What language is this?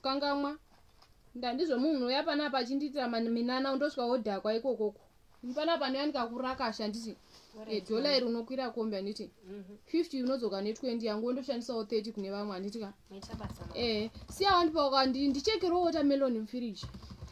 Shona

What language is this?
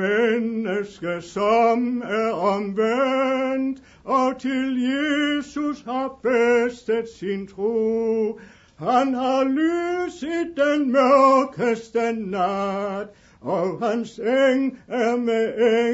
Danish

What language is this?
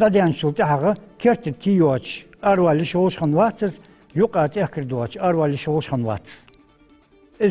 Ingush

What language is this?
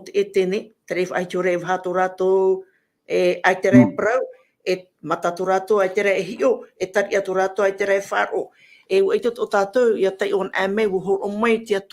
Tahitian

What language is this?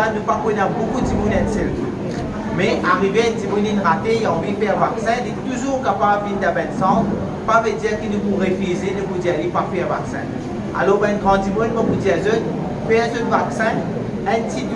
Morisyen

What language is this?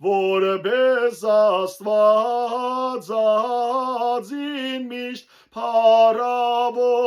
Western Armenian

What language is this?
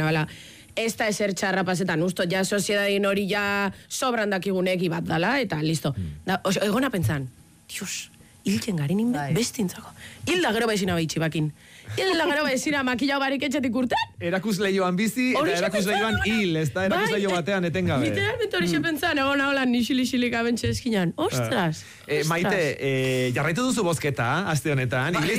Basque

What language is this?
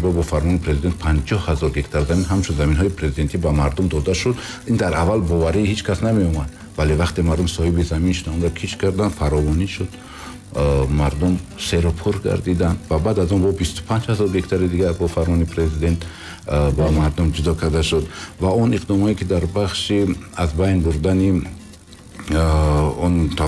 Tajik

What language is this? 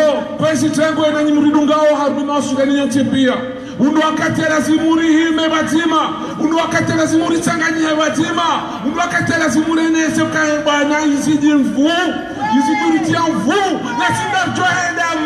Ngazidja Comorian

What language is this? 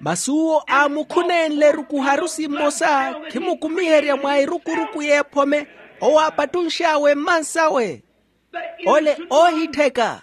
Makhuwa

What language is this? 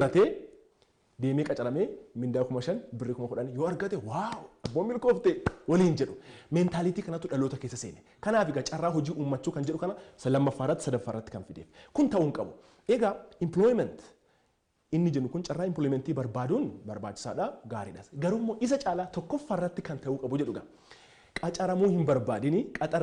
Oromo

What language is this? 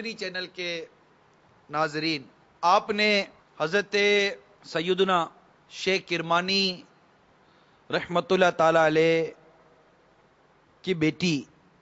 Urdu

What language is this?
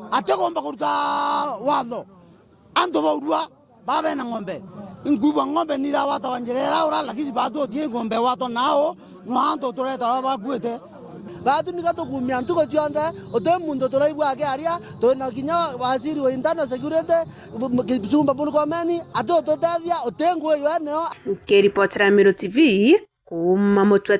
Meru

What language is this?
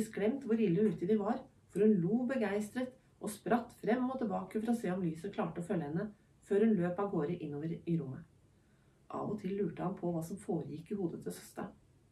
Norwegian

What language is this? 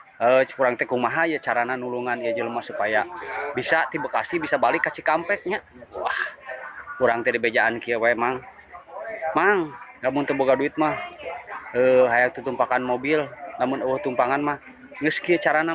Sundanese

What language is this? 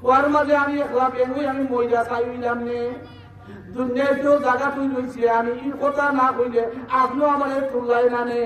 Sylheti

